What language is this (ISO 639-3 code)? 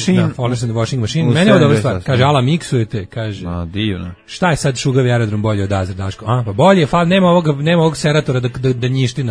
srp